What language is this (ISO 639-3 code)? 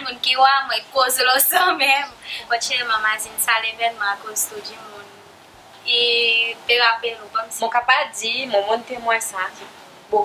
crs